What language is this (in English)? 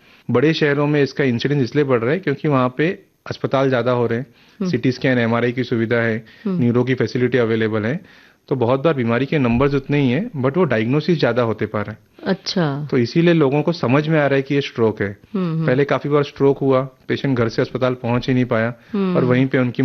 Hindi